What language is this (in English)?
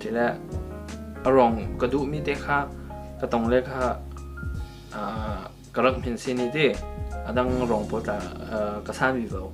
Falam Chin